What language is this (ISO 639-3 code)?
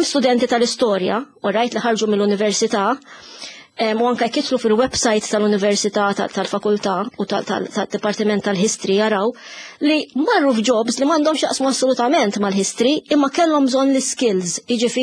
mlt